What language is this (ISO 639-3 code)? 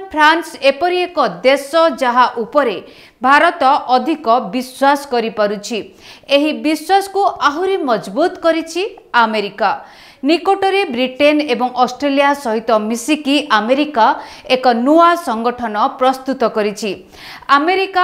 ori